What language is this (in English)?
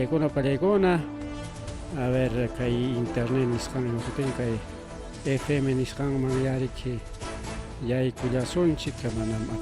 Ayacucho Quechua